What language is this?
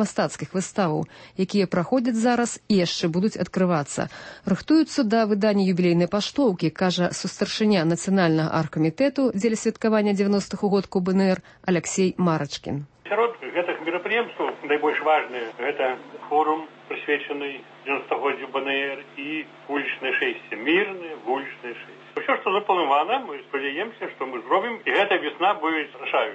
Belarusian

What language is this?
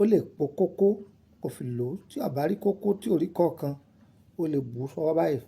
Yoruba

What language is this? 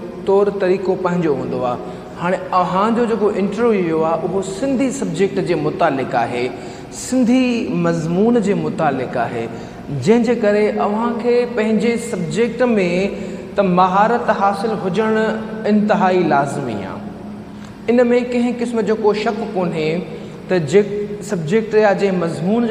Sindhi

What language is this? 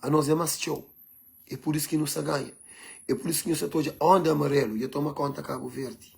Kabuverdianu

